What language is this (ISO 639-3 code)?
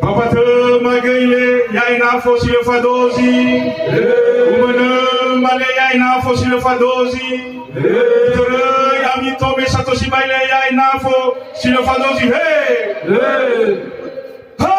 nia